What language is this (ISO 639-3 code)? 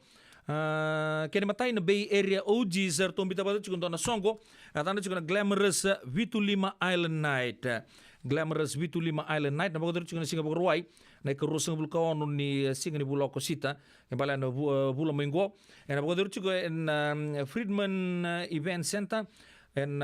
fij